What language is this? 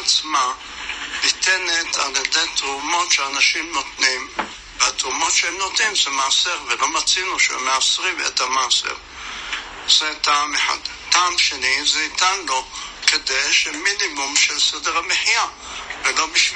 Hebrew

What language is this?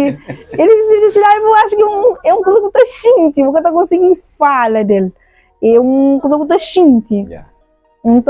Kabuverdianu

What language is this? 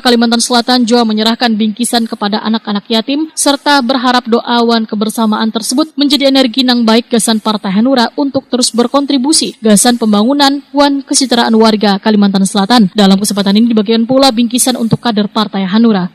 Banjar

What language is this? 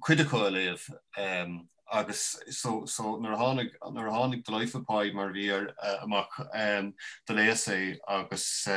Irish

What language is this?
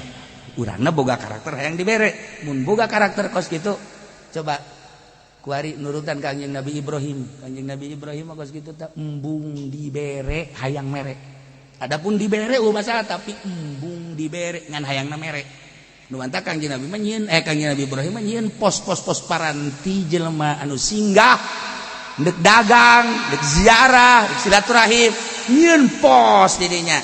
Sundanese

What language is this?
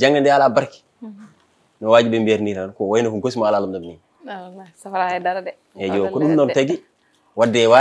Fula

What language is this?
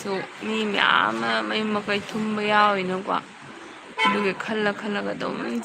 Manipuri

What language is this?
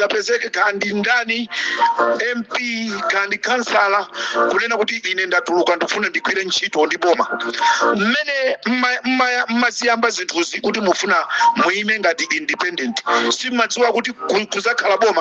Nyanja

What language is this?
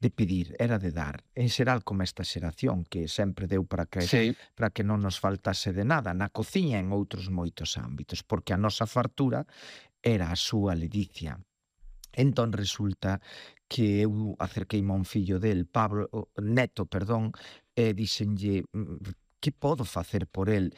Galician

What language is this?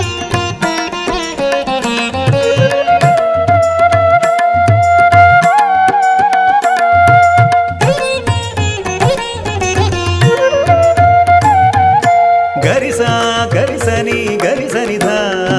Malayalam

